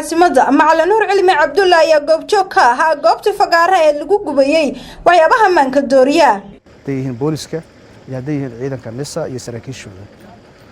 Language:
Somali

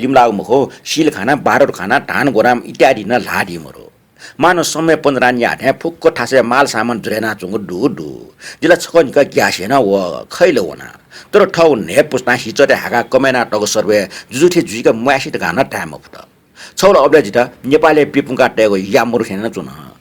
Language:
Newari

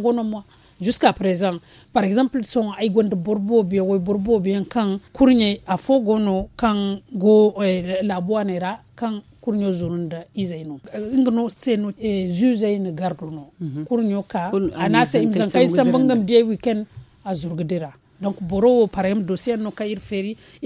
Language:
Zarma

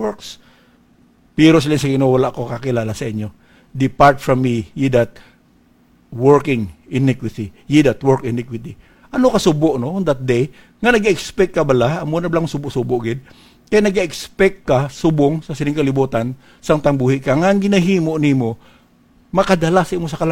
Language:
Hiligaynon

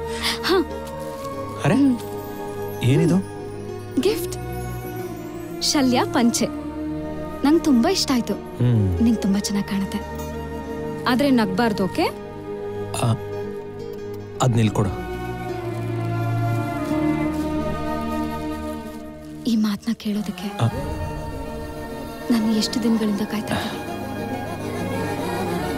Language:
Kannada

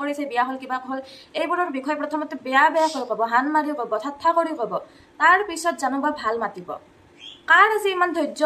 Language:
Assamese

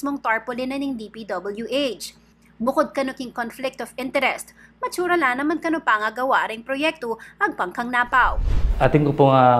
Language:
Pampanga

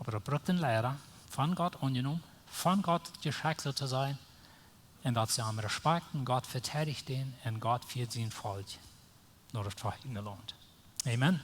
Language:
Plautdietsch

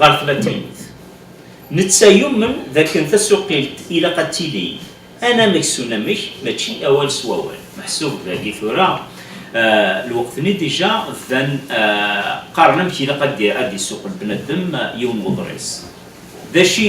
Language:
Kabyle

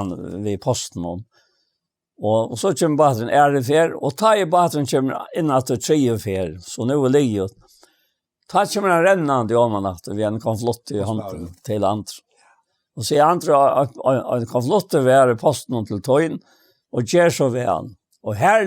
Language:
Faroese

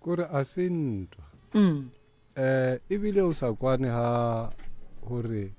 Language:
Northern Sotho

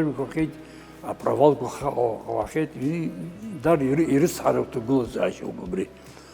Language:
Abkhazian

